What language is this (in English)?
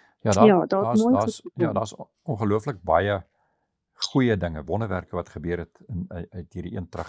Afrikaans